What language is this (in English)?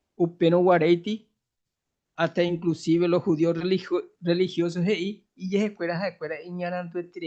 Guarani